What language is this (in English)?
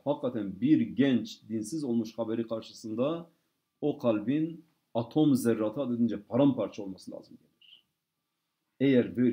Turkish